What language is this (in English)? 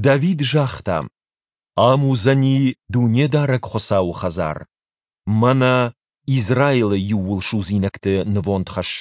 Ossetic